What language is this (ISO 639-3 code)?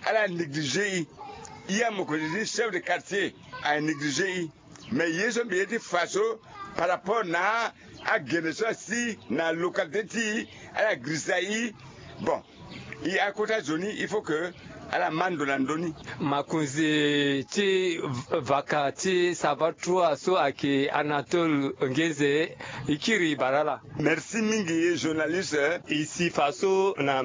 sag